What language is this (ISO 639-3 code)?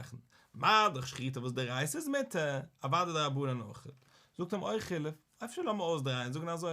yid